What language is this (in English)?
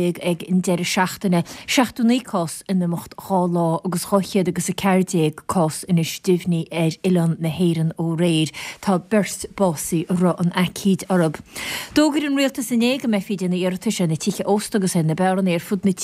Irish